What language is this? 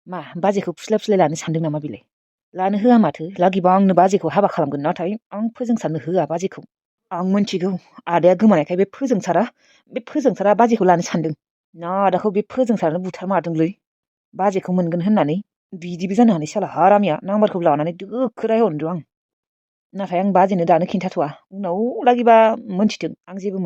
Bodo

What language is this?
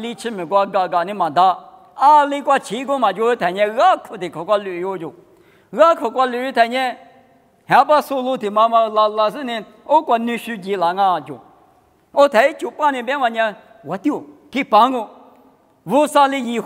Lisu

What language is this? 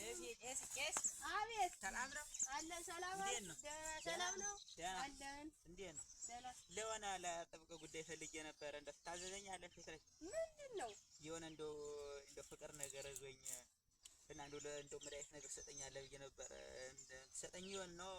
Amharic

